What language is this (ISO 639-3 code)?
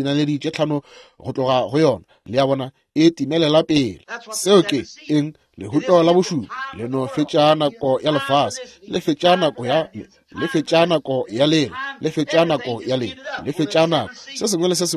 nso